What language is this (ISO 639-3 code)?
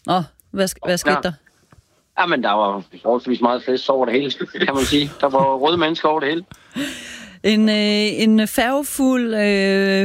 dan